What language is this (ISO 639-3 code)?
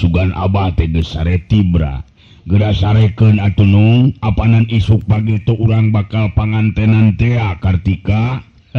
sun